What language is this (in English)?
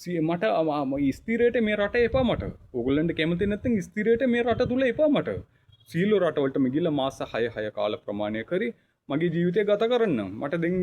Sinhala